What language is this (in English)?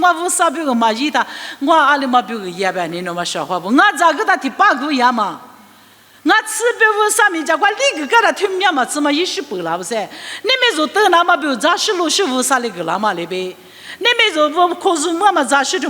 Lisu